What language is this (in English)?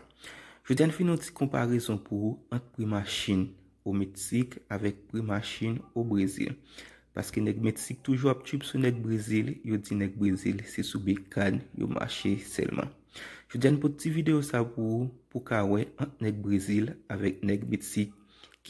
Haitian Creole